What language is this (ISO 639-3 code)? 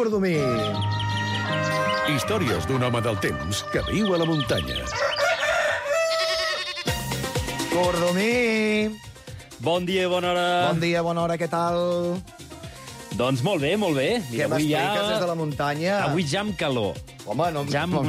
cat